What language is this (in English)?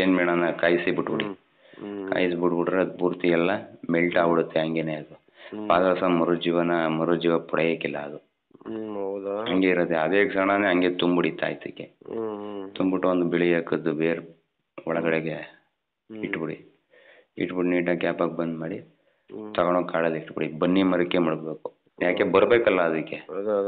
Kannada